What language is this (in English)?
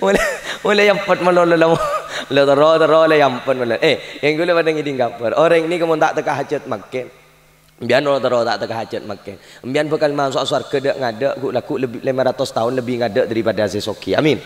Madurese